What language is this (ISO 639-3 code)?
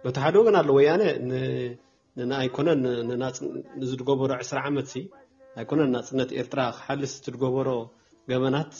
tir